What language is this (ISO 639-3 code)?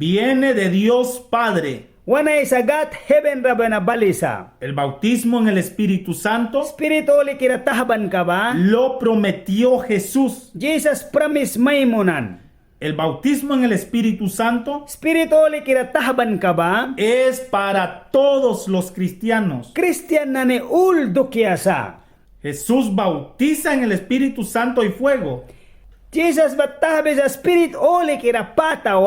miq